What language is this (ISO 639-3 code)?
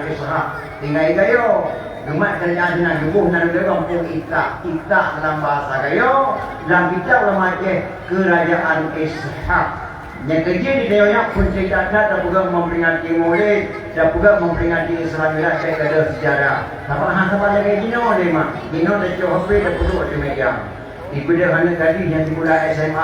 ace